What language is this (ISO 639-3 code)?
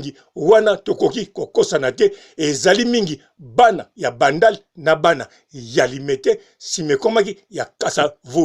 lin